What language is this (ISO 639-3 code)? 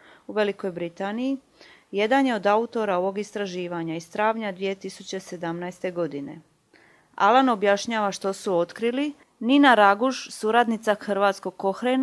hrv